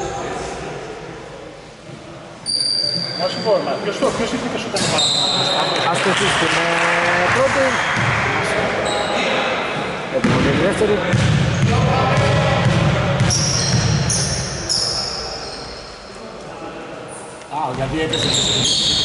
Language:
Greek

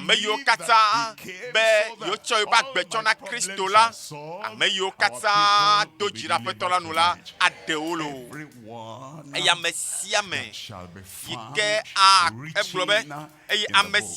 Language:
Ewe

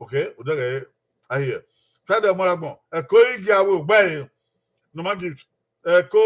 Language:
Bini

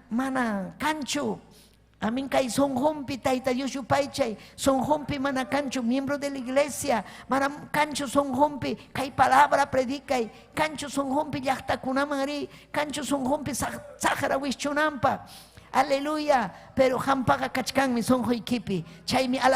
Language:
Ayacucho Quechua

